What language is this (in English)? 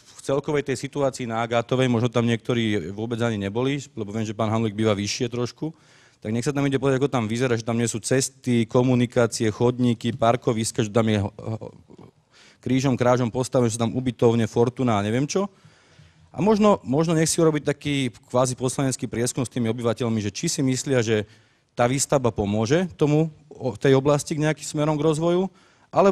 Slovak